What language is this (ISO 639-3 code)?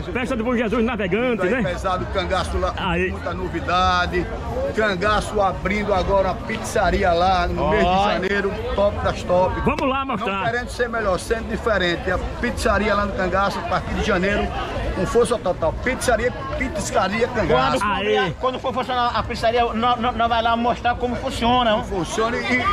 por